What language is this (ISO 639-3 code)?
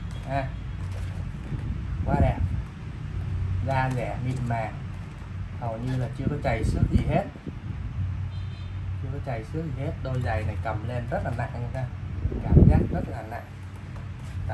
vie